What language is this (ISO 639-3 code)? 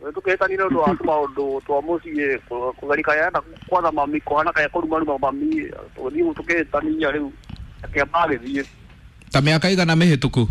kik